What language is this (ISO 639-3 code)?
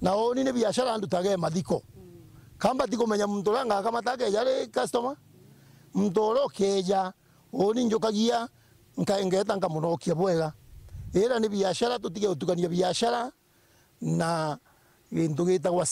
mer